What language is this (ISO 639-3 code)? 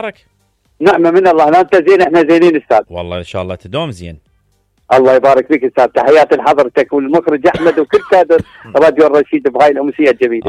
acm